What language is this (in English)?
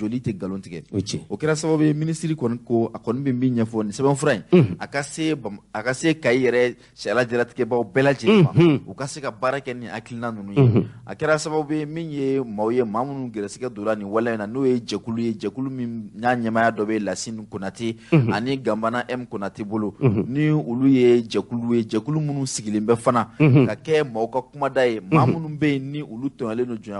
Bambara